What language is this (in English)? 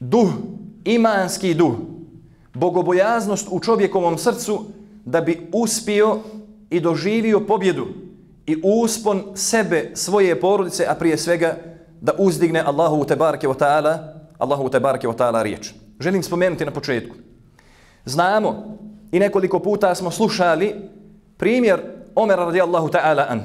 Bosnian